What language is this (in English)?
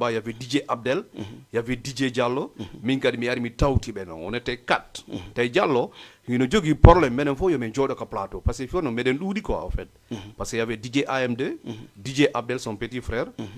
Fula